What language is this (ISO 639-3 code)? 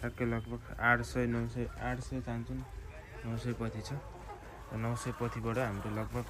nep